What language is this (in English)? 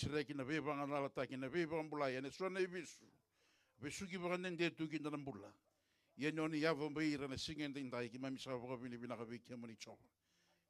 Fijian